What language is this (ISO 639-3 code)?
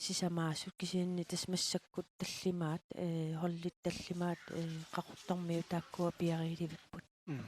kal